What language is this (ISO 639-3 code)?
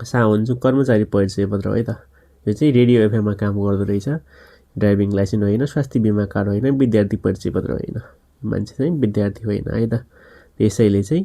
nep